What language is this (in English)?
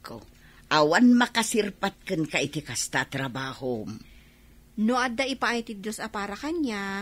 Iloko